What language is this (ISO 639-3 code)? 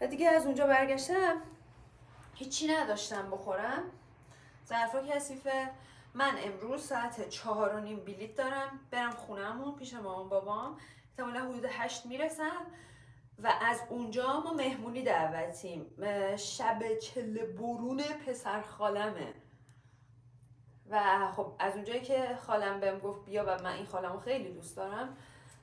fas